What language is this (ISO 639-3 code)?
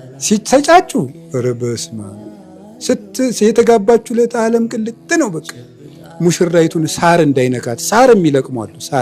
amh